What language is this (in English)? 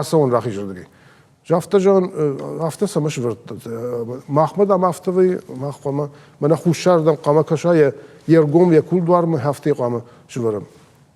Ossetic